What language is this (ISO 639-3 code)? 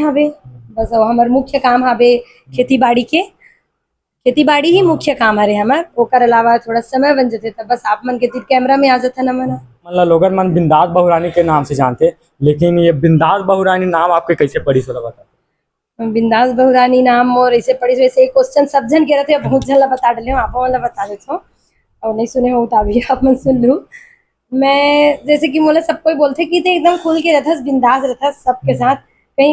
hne